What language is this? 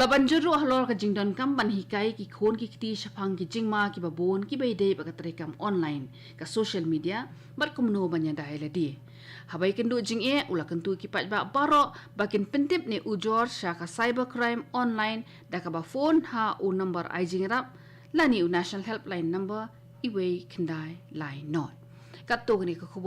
Khasi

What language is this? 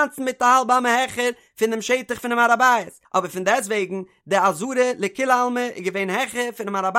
Yiddish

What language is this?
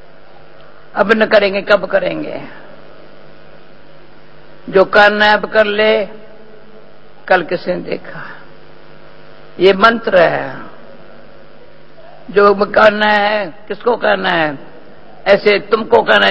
Hindi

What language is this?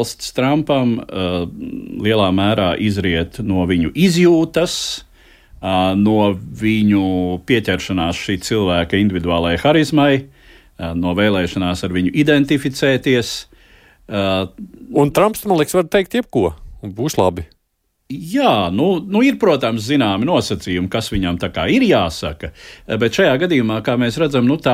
Latvian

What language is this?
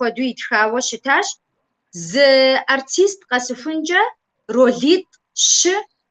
Kabardian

